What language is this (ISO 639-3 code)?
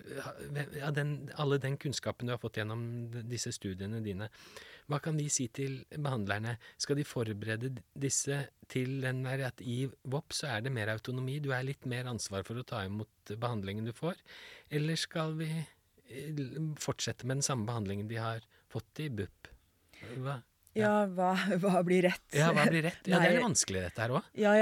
nor